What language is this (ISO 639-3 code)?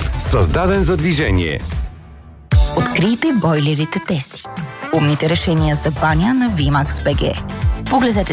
bul